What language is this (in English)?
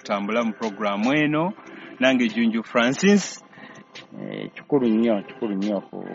Ganda